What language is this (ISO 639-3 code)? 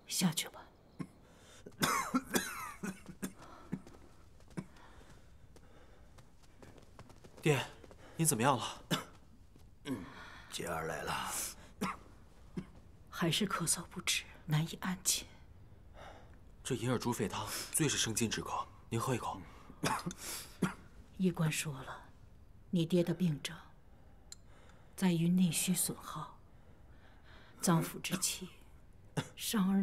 zho